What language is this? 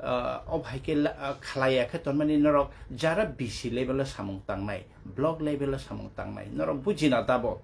Kok Borok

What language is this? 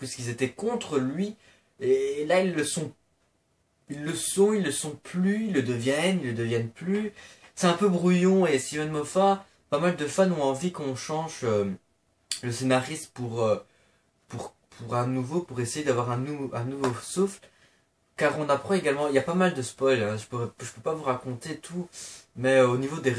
French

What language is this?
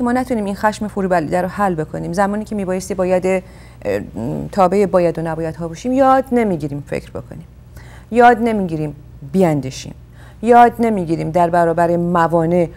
Persian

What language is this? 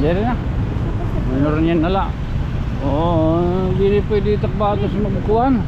Waray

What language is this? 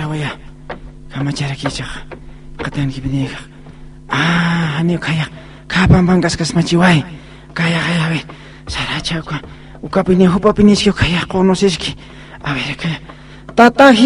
Aymara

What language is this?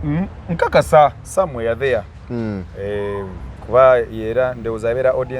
Ganda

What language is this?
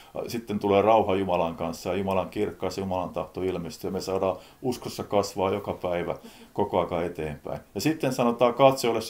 Finnish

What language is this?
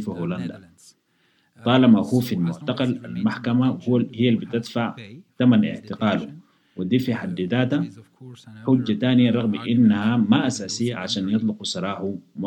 Sudanese Arabic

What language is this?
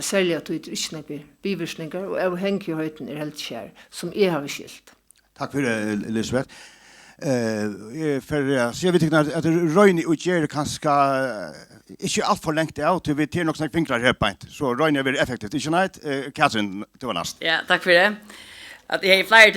Faroese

